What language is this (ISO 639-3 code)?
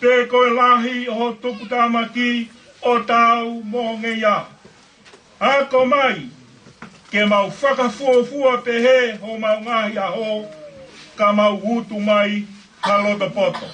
ton